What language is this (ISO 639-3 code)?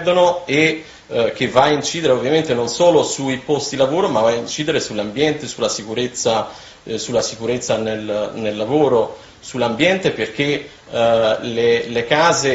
ita